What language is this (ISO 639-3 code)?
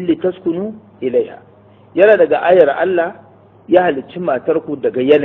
hau